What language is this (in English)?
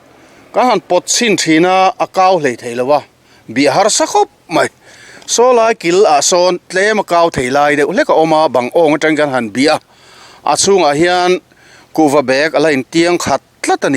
Mizo